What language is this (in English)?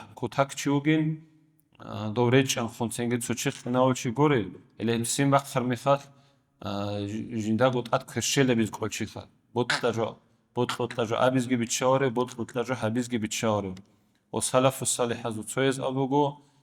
Avaric